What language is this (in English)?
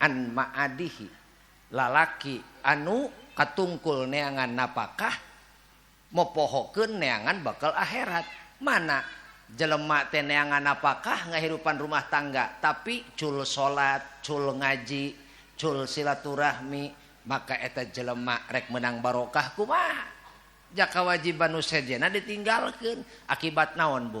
Sundanese